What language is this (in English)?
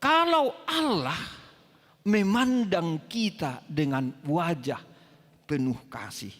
Batak Toba